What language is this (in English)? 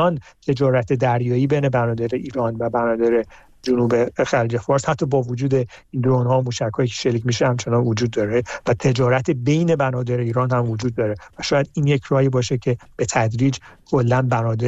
Persian